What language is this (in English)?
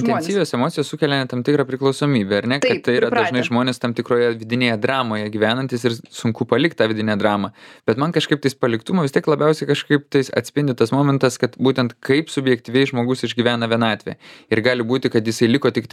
Lithuanian